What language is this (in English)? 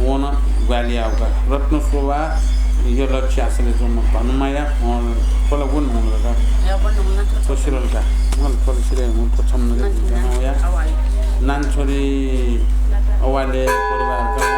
Newari